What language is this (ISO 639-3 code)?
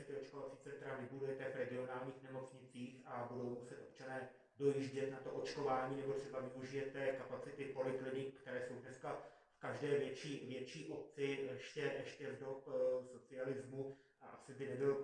ces